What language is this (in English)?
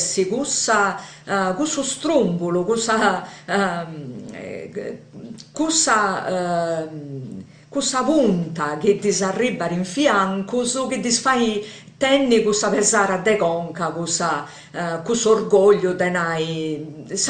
Sardinian